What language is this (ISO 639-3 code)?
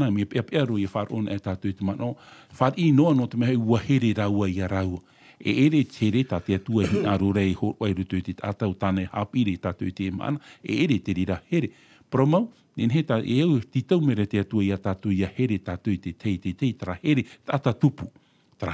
tah